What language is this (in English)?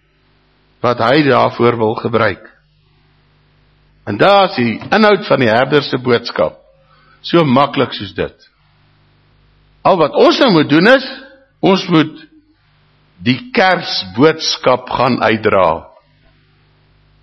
Afrikaans